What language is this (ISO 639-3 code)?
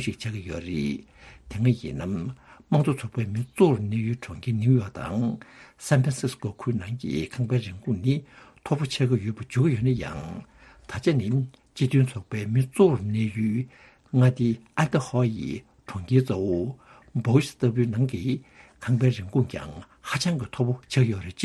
bod